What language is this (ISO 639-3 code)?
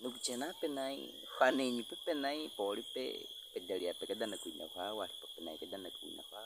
bwi